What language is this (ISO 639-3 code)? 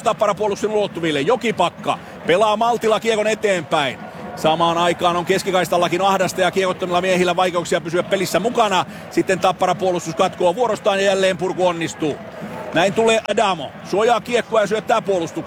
fin